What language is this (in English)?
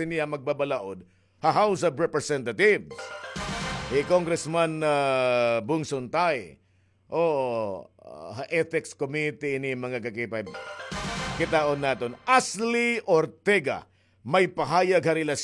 Waray